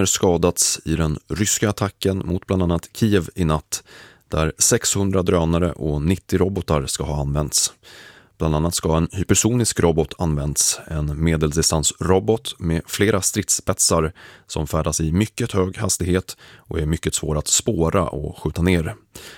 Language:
Swedish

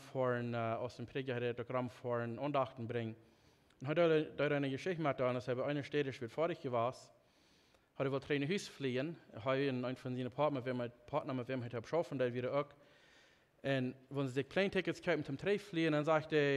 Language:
Plautdietsch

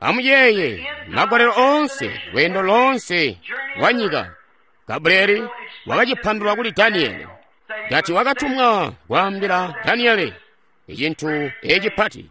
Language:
Tonga (Zambia)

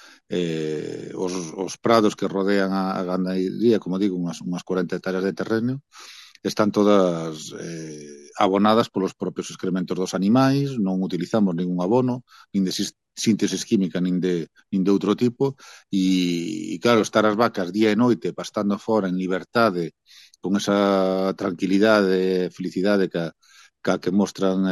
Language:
Galician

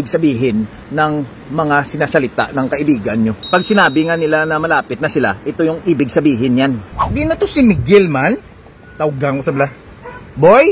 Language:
Hiligaynon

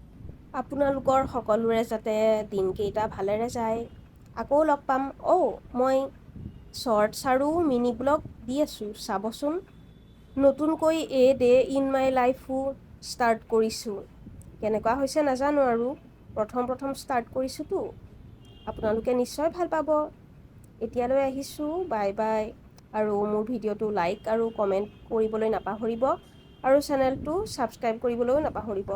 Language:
Assamese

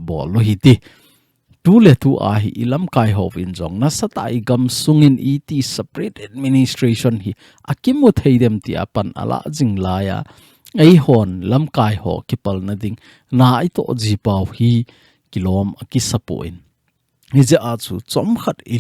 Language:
Thado Chin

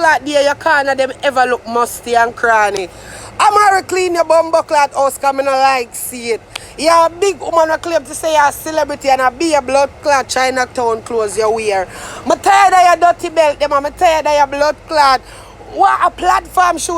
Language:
Jamaican Creole English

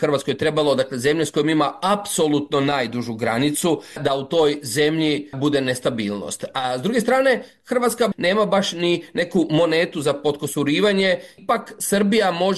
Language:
Croatian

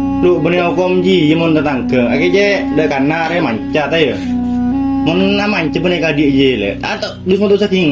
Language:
Madurese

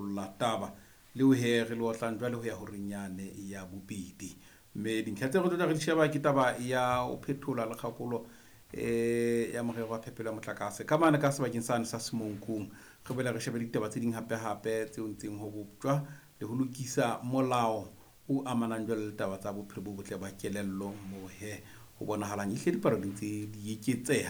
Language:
Southern Sotho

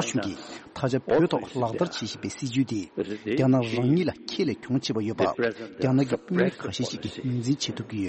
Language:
Tibetan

